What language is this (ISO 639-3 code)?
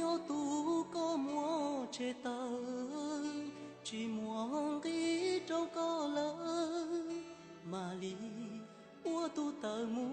hmn